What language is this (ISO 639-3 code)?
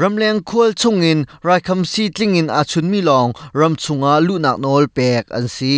cnh